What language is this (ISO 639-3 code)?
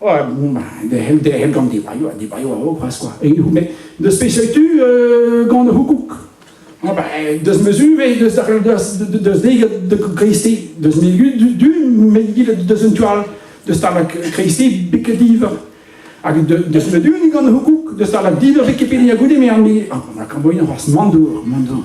bre